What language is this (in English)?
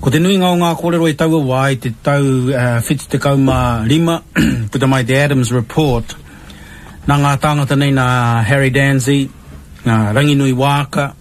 Māori